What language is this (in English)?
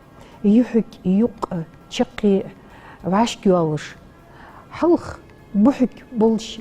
Ingush